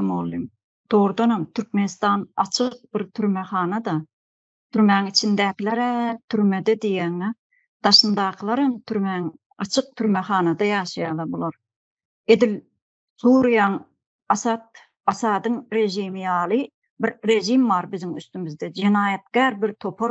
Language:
Turkmen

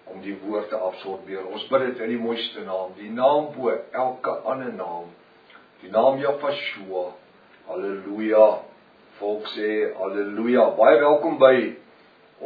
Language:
Afrikaans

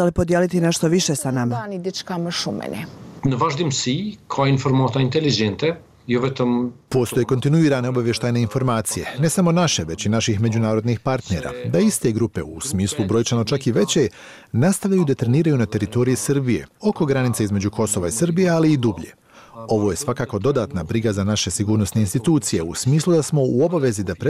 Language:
Bosnian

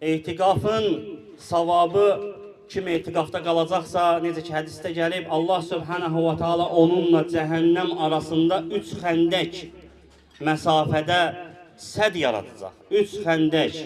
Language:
Azerbaijani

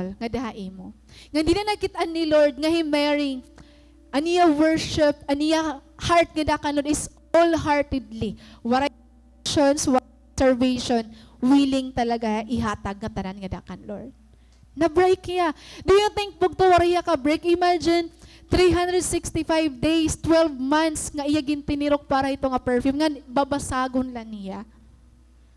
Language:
Waray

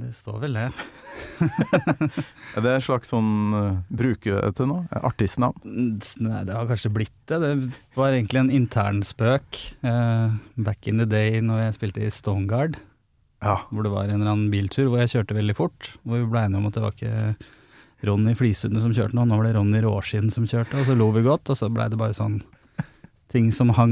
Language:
Norwegian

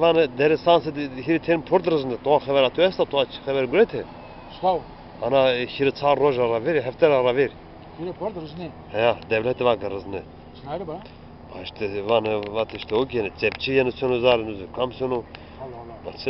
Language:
Zaza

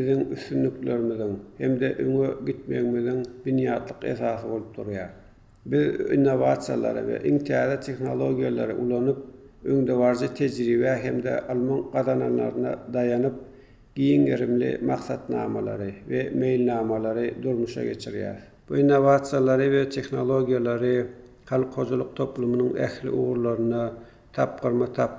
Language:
Turkmen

